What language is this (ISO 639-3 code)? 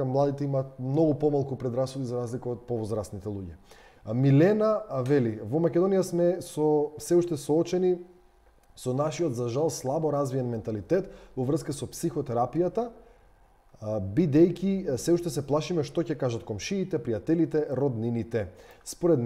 mkd